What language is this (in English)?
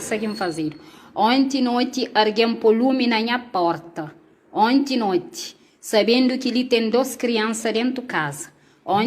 Kabuverdianu